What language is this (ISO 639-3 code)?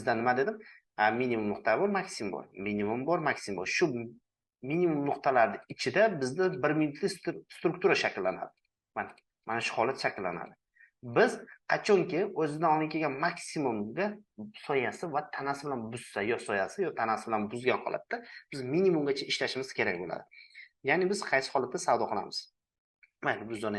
uzb